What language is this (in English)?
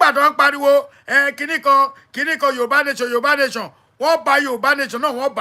Yoruba